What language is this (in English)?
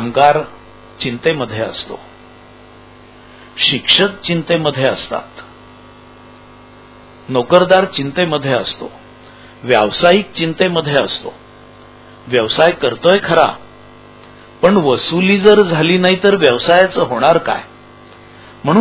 Marathi